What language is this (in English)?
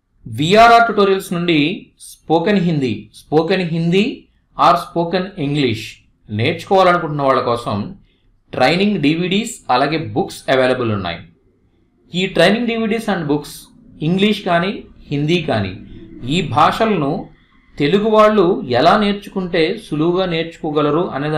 Telugu